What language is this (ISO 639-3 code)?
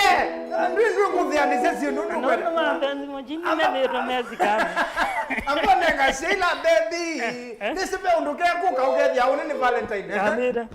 kam